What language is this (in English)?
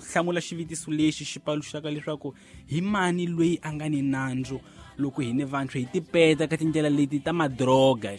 Tsonga